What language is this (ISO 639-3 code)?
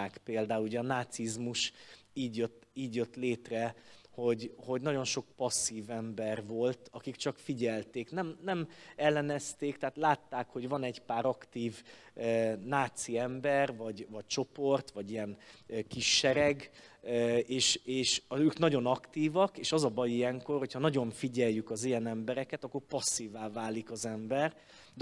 hun